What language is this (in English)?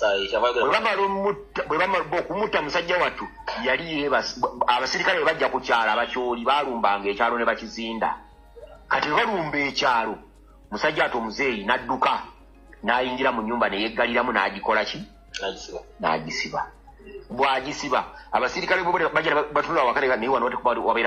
Ganda